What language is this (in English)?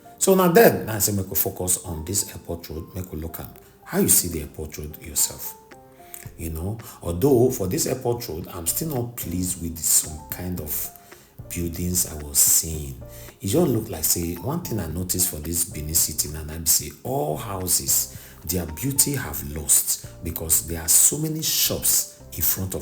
Nigerian Pidgin